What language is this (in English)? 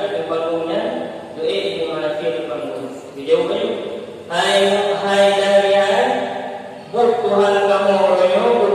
Achinese